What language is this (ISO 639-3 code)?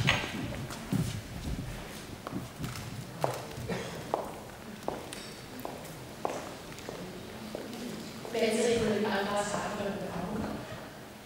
nld